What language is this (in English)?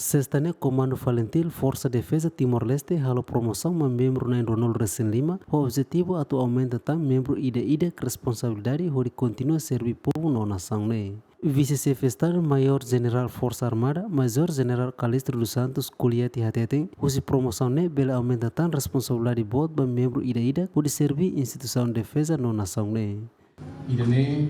Tetum